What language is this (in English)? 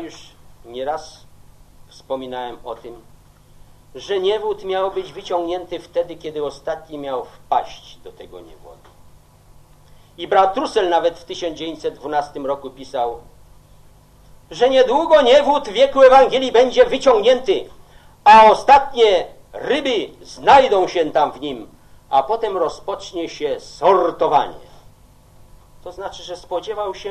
Polish